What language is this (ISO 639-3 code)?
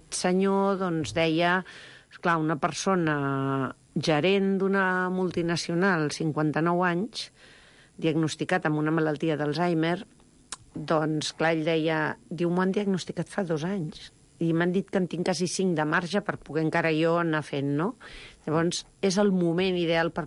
cat